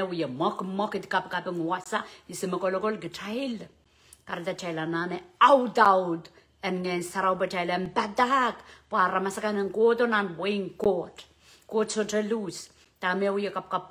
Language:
Pohnpeian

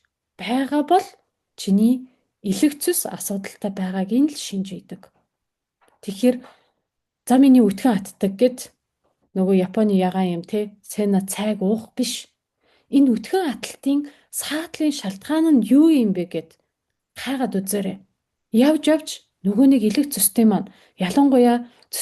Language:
Mongolian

